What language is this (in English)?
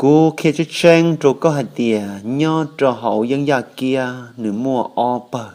Hmong